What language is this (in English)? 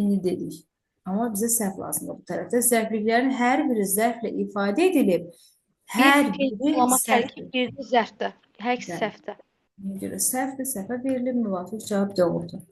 Azerbaijani